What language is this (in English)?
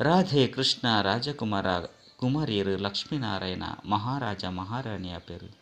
Tulu